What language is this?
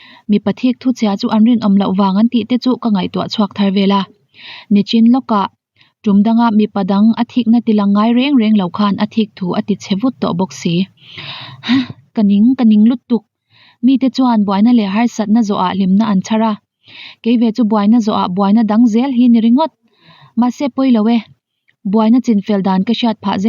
Mizo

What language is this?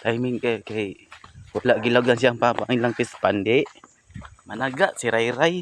Cebuano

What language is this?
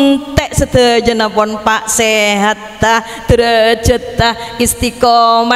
Madurese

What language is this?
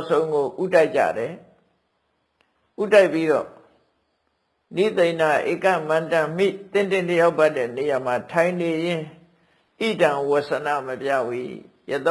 Burmese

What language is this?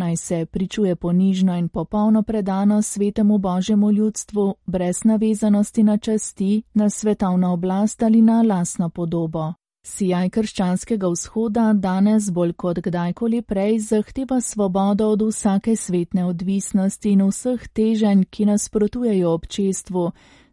Slovenian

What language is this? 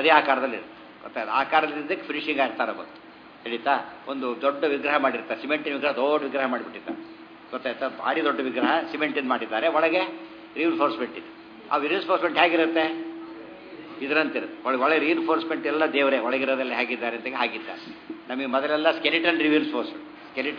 Kannada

